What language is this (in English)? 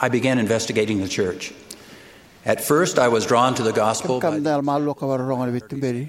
Fijian